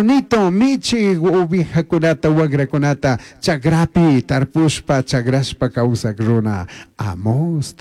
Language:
Chimborazo Highland Quichua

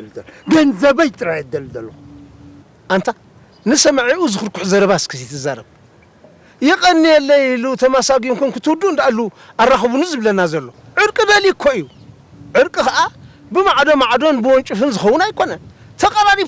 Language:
Tigrinya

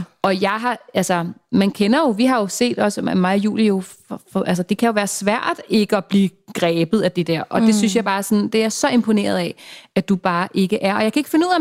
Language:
Danish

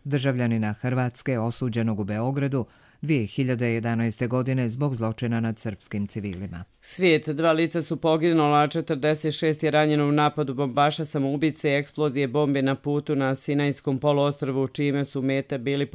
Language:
Serbian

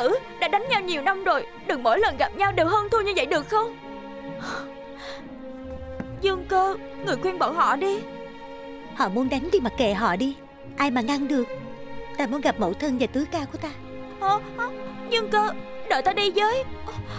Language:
Vietnamese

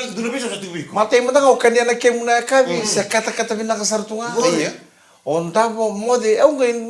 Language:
Fijian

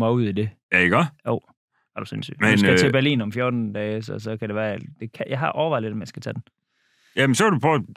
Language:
Danish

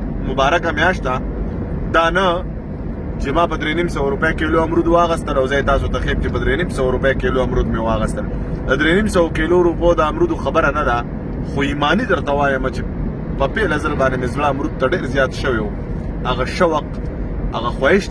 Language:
Pashto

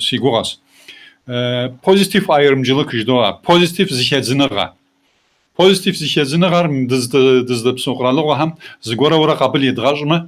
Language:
Kabardian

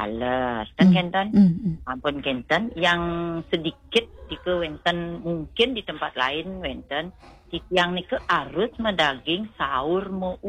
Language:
Balinese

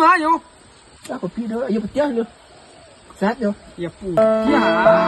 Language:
Minangkabau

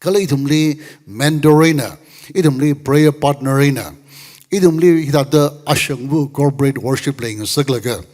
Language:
Tangkhul Naga (India)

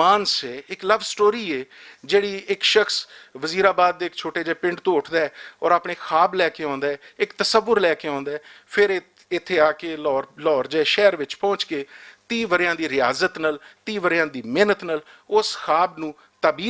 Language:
Western Panjabi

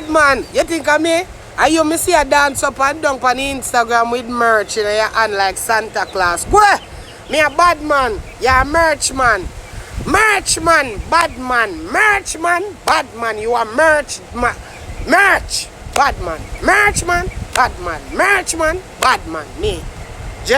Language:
Jamaican Creole English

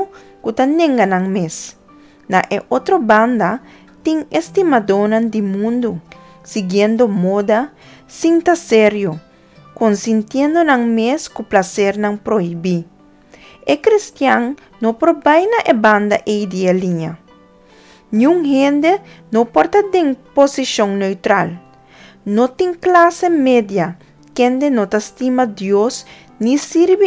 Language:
Papiamento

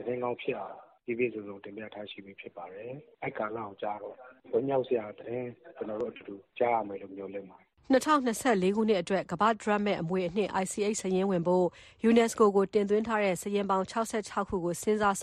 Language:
Burmese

